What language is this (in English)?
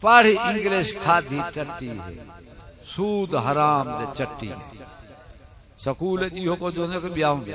Saraiki